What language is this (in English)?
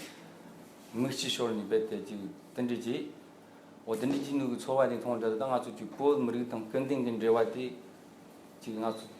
Tibetan